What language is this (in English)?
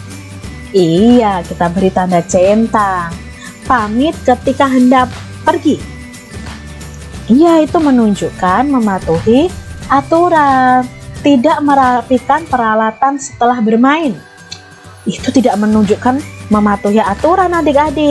Indonesian